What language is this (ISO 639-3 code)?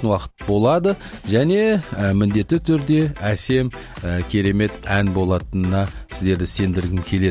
kaz